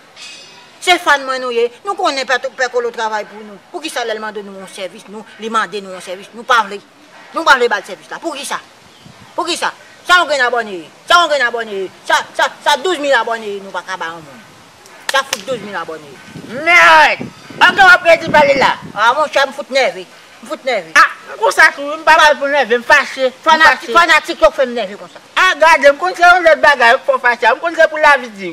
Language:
Haitian Creole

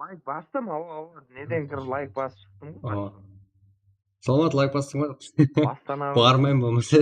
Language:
Kara-Kalpak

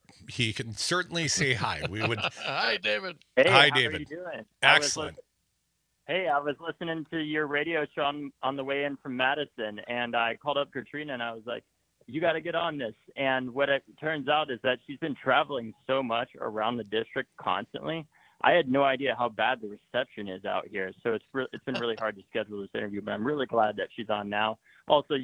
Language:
English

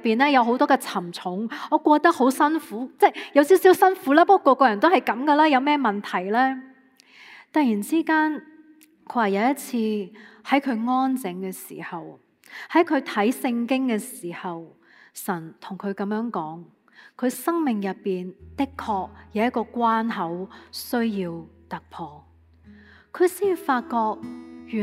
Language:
Cantonese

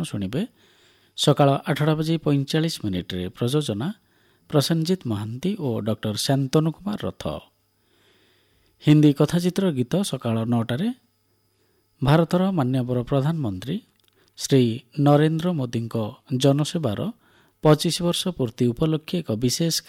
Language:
Odia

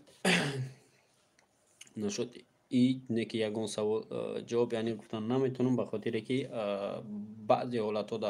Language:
Tajik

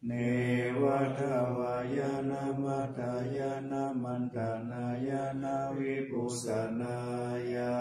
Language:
Pali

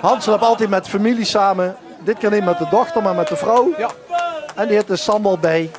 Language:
Limburgish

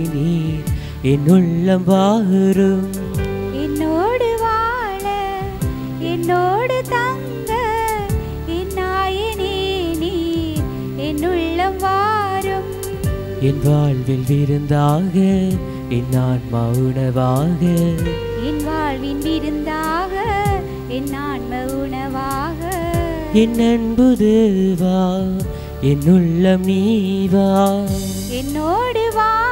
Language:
Tamil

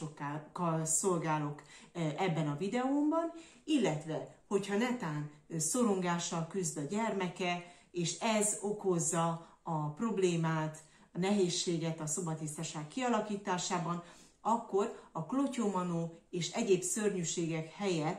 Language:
Hungarian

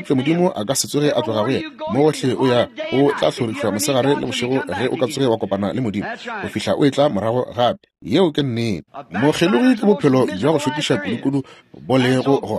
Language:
Northern Sotho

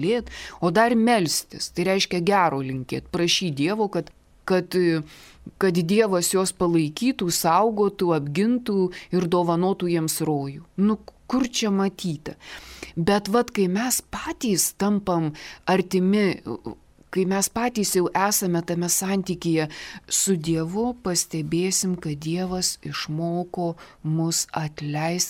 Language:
Lithuanian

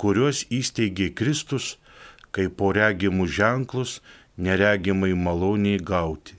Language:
Lithuanian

